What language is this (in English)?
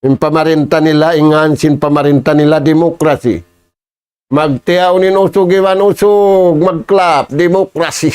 Tausug